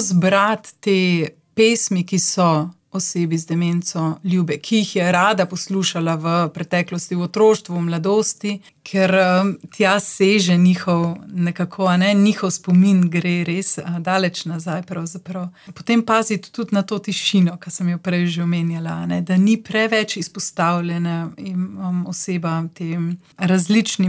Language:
Slovenian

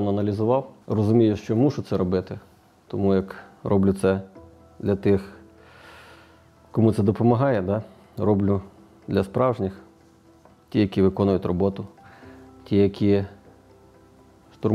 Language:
Ukrainian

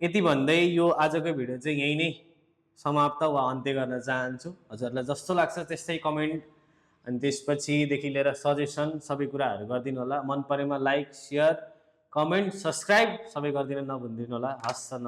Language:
Nepali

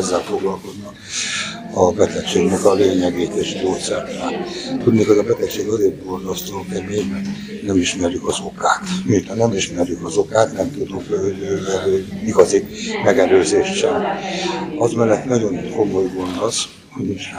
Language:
Hungarian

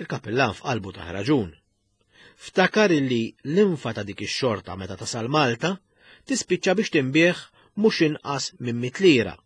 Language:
Maltese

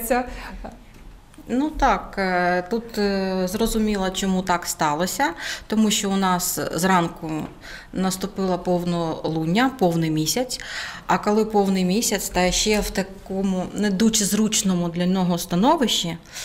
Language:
Ukrainian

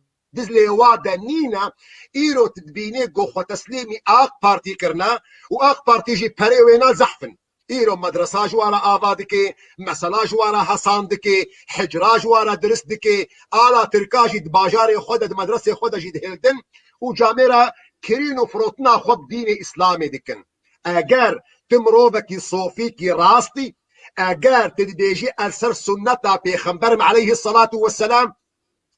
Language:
Kurdish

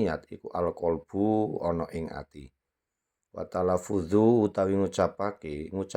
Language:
Javanese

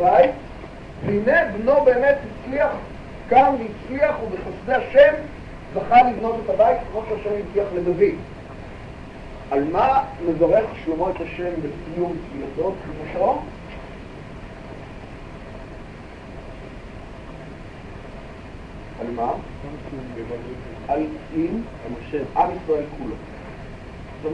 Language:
Hebrew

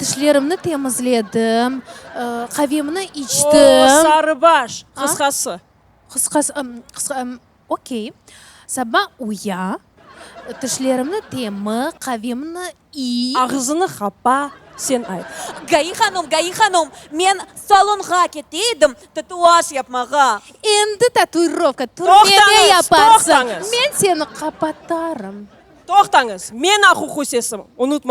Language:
Crimean Tatar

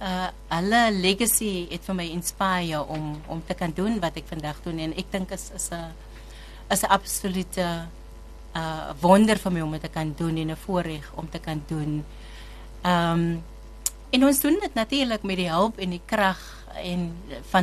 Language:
Afrikaans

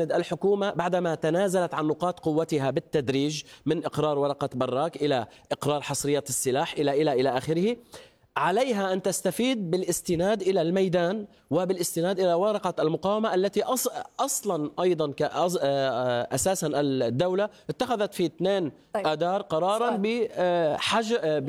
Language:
Arabic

